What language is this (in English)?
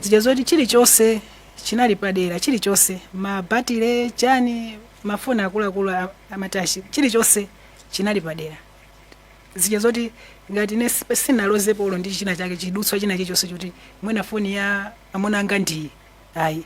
Nyanja